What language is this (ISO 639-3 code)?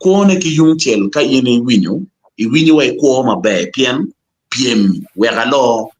ach